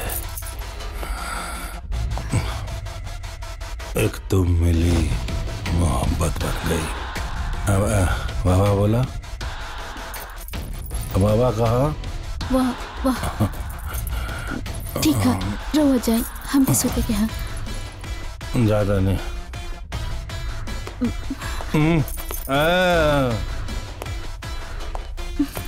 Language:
Bhojpuri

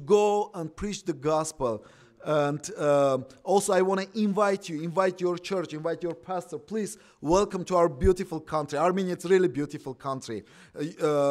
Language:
English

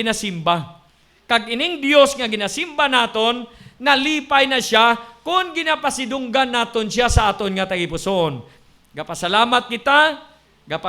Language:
Hiligaynon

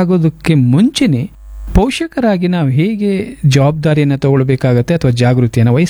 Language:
Kannada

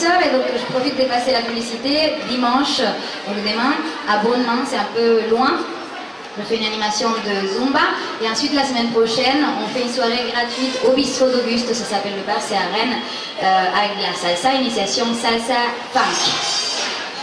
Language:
French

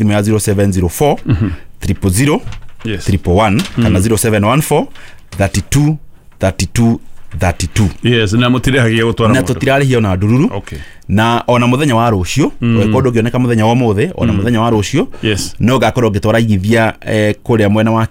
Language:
Kikuyu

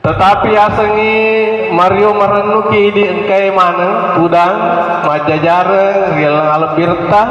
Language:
Buginese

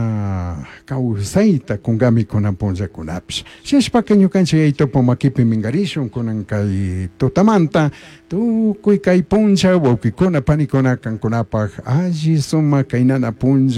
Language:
Chimborazo Highland Quichua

